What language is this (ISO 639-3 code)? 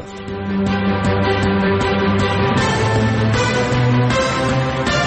rus